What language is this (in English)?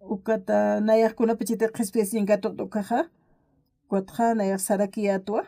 Aymara